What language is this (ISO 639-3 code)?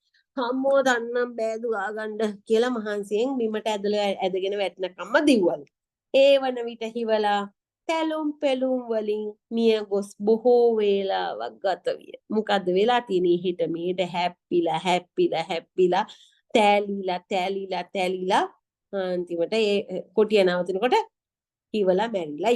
sin